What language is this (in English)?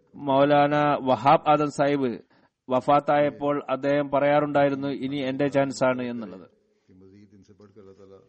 Malayalam